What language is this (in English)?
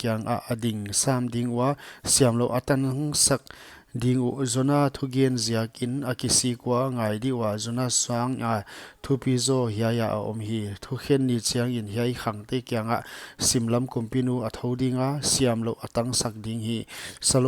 Paite Chin